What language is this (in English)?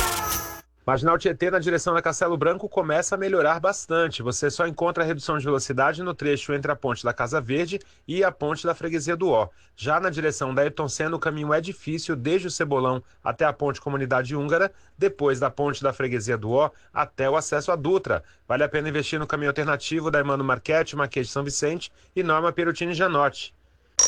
Portuguese